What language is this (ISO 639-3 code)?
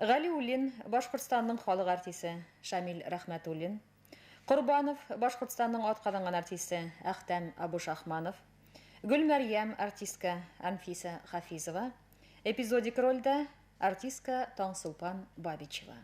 bak